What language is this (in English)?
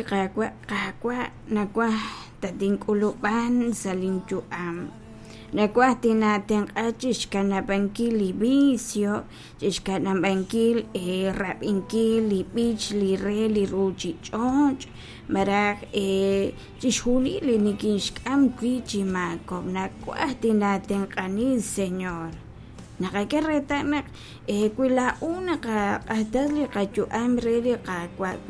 Kekchí